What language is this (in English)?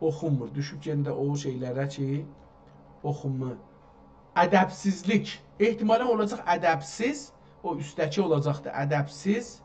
South Azerbaijani